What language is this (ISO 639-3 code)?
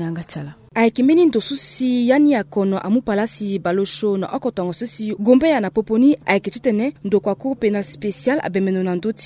sag